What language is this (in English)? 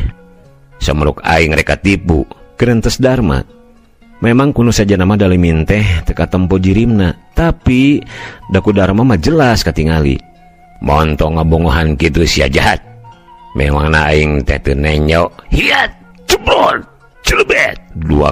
Sundanese